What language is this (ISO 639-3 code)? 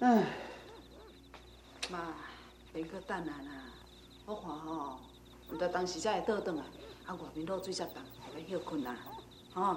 nan